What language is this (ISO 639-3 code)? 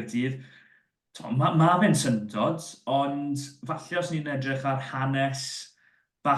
cym